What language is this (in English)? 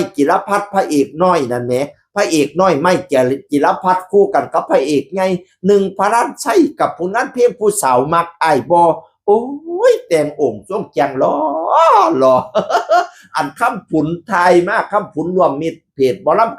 Northeastern Thai